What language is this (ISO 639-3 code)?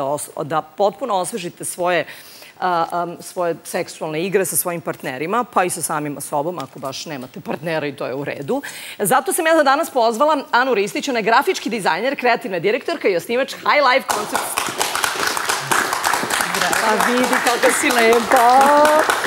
srp